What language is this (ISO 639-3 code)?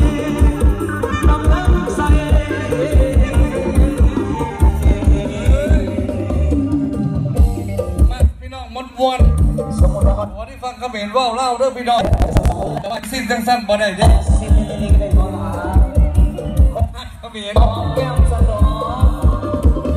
tha